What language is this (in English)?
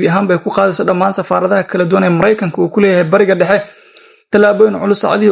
Somali